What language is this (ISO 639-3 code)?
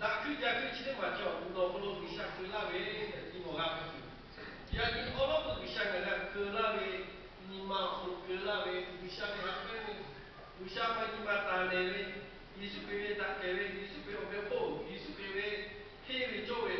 lhu